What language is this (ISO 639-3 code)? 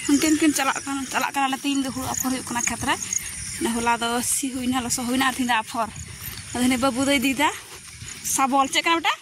sat